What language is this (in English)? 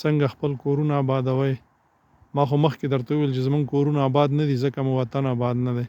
Pashto